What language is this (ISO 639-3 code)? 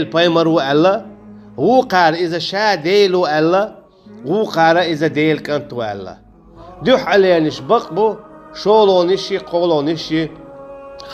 che